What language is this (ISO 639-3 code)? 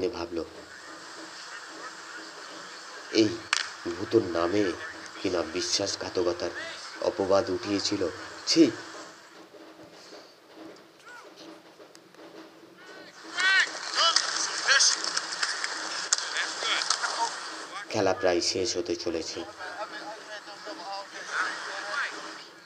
ben